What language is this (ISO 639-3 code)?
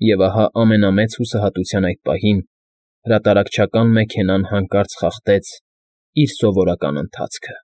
hye